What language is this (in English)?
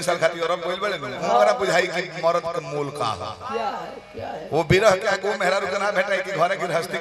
Bhojpuri